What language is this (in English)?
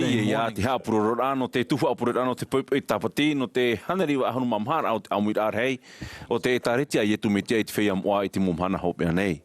Tahitian